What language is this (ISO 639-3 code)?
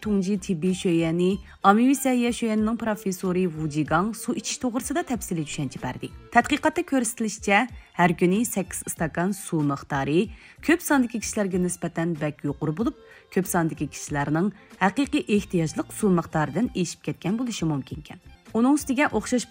uig